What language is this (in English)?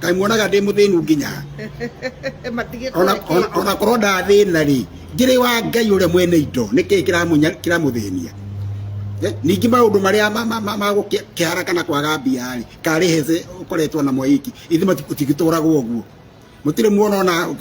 Kikuyu